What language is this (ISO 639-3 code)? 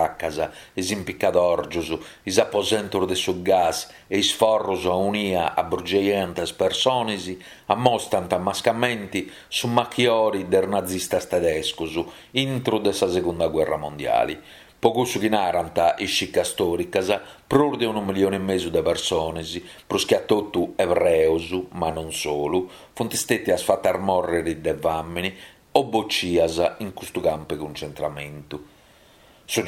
srd